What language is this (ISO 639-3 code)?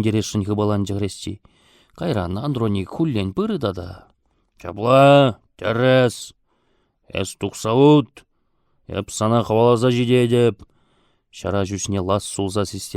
chv